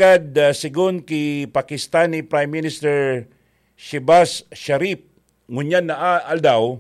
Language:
Bikol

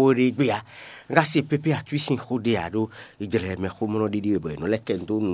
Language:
Fon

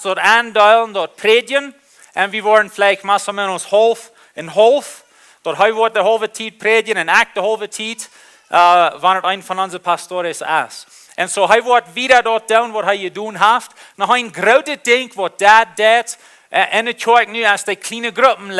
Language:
Plautdietsch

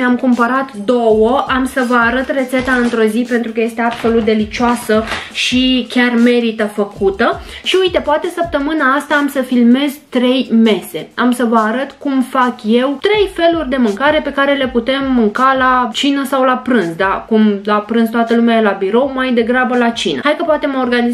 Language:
Romanian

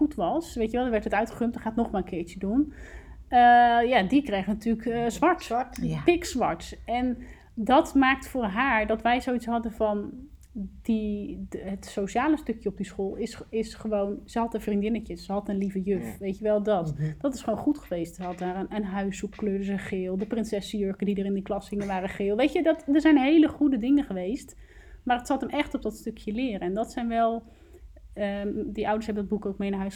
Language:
Dutch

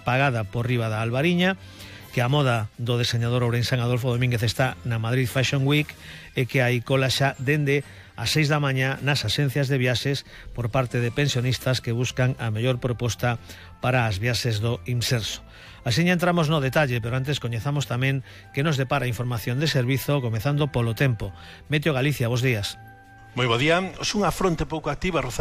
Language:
Galician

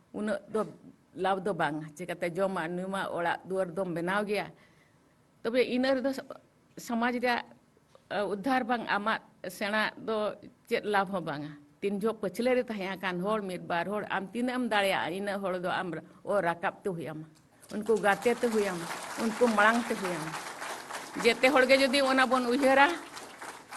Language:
Santali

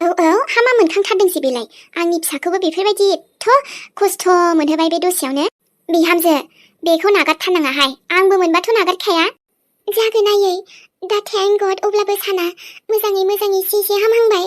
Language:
Bodo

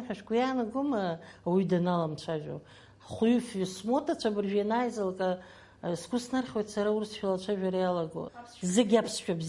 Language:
Abkhazian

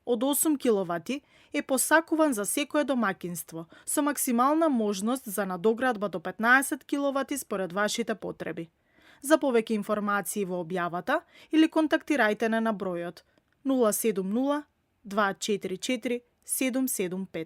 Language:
Macedonian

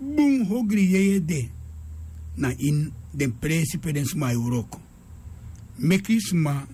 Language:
Sranan Tongo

